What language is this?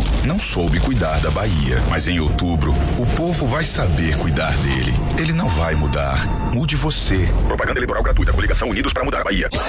Portuguese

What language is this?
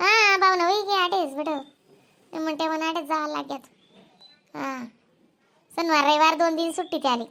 Khandesi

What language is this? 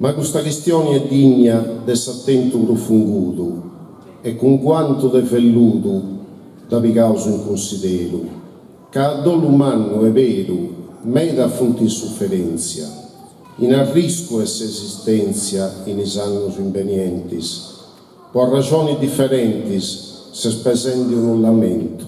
Sardinian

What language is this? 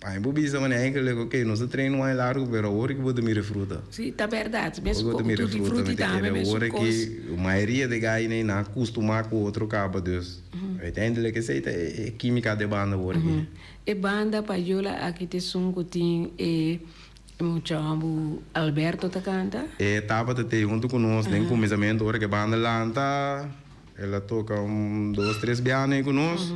Papiamento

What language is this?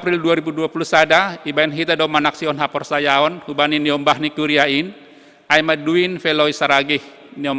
Batak Simalungun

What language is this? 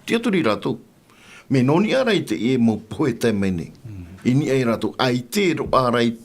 Tahitian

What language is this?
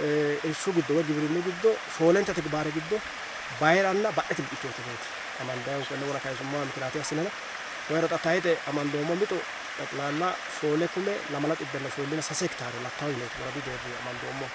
Sidamo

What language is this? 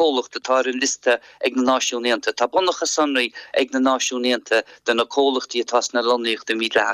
Irish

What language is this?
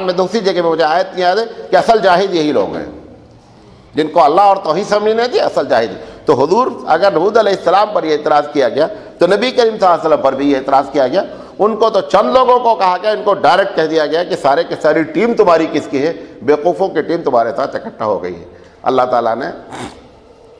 Urdu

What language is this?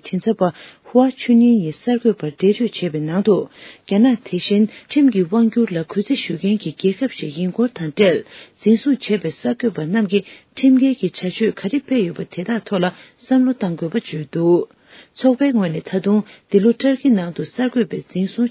Tibetan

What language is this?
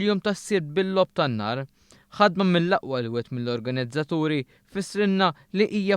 Maltese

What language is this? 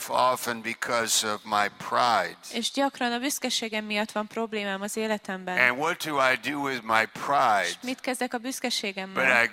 Hungarian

